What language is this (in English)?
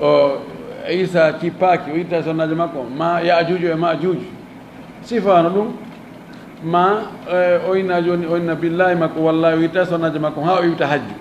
Fula